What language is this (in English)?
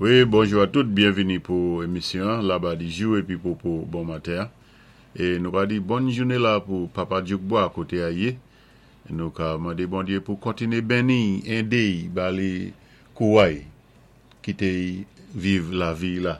Saint Lucian Creole French